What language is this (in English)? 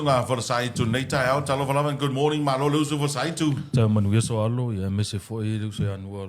Samoan